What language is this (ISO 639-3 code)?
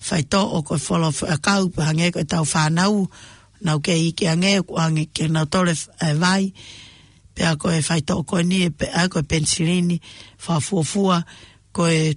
ton